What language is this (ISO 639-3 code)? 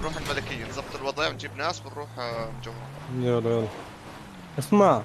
apc